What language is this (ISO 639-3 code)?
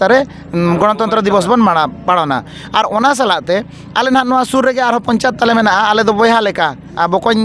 sat